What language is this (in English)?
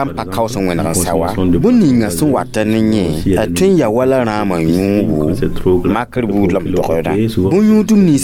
Mossi